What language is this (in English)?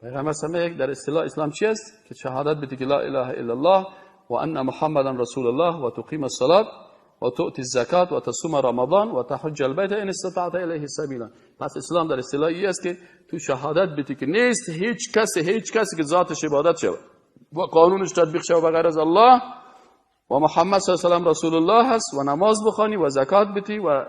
Persian